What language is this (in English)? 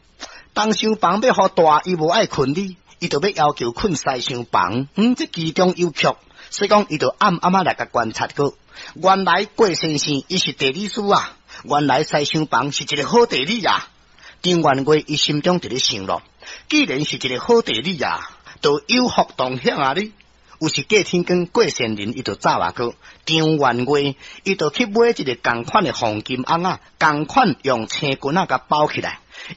Min Nan Chinese